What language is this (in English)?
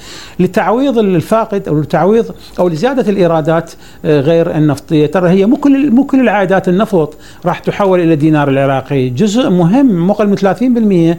Mesopotamian Arabic